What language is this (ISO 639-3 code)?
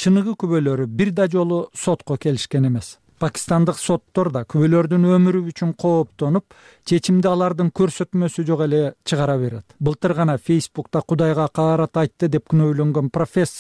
kir